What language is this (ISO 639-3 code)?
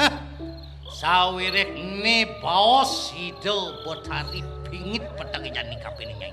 ban